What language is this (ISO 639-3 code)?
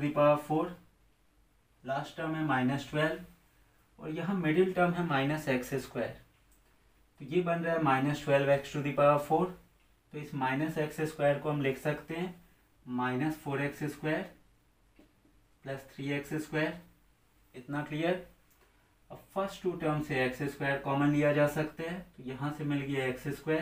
hin